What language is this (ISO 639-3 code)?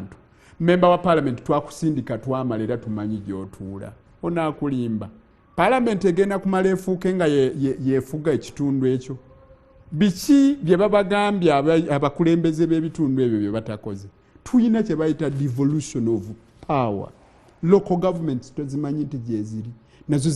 lug